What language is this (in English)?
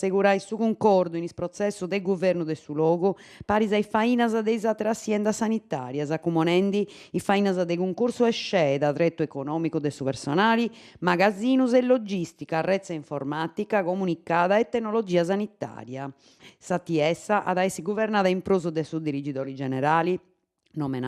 Sardinian